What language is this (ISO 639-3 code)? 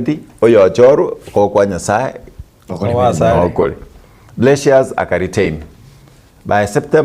guz